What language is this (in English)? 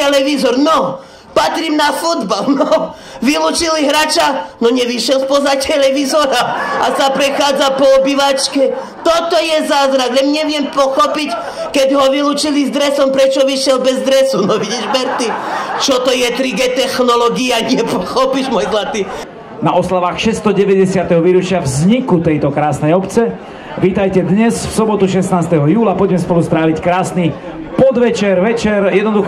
Slovak